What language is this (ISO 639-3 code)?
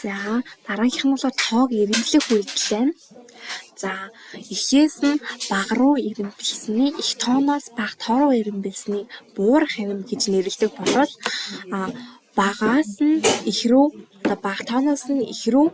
mon